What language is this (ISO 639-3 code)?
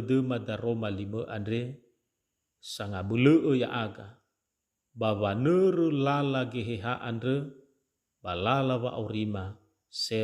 nia